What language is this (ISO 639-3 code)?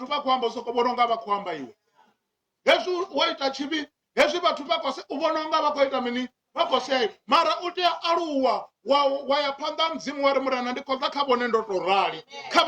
ven